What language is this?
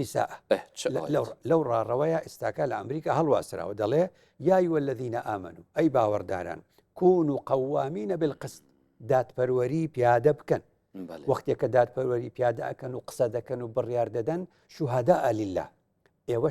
Central Kurdish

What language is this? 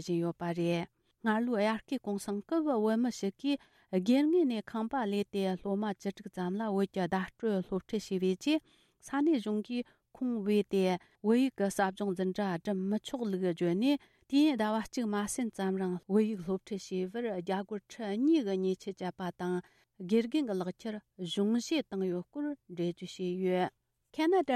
Tibetan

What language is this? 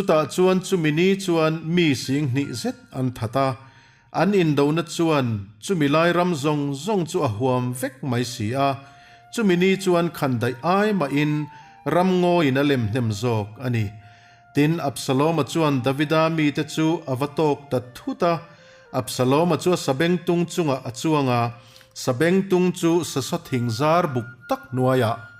Mizo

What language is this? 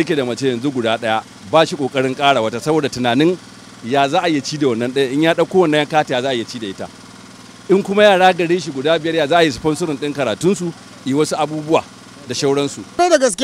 Hausa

